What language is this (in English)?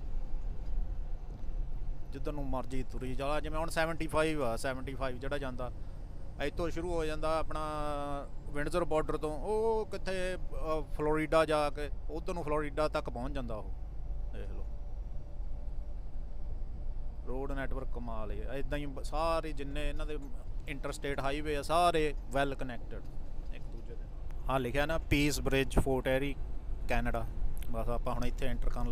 Punjabi